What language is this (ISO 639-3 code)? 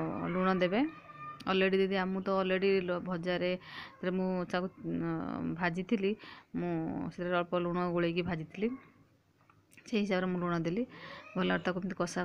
ori